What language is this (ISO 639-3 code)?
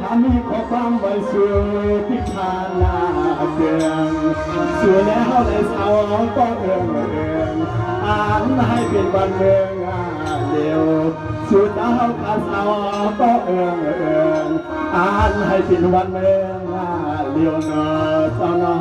shn